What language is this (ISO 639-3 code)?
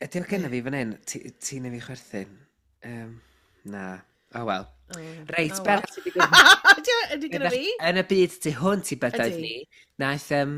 cym